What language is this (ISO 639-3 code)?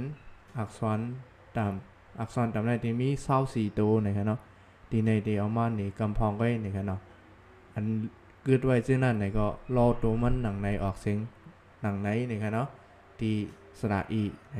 shn